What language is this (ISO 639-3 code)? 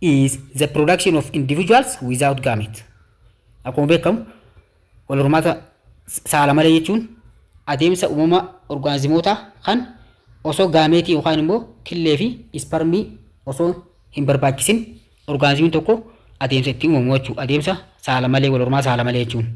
orm